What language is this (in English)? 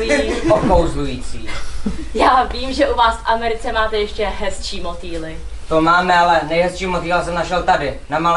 Czech